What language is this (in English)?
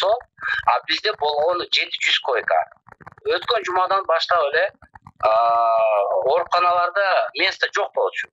Kyrgyz